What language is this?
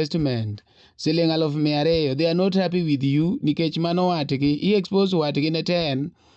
Luo (Kenya and Tanzania)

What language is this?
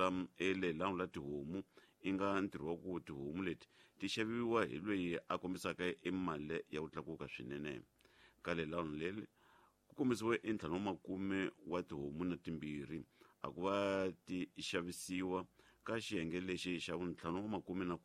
Tsonga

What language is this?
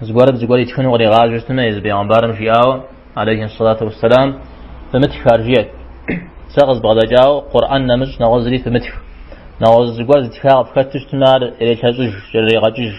Kabardian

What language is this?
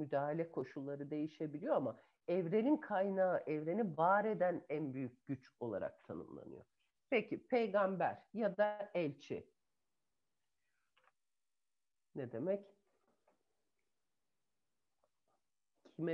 Turkish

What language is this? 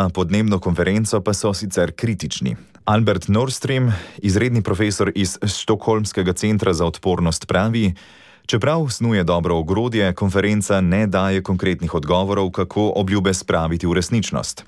Slovenian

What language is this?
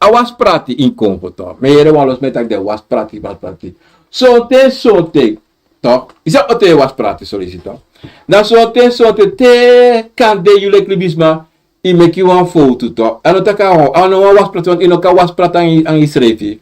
Sranan Tongo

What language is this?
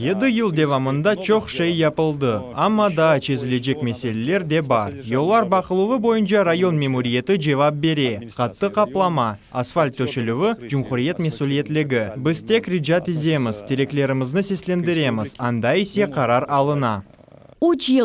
Crimean Tatar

